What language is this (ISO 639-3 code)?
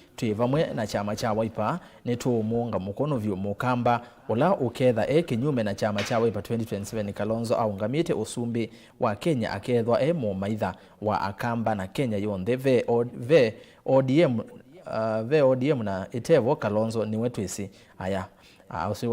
kam